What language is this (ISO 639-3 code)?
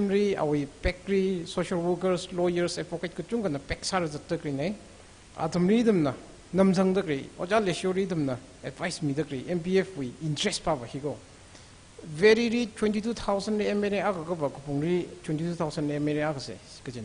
nmf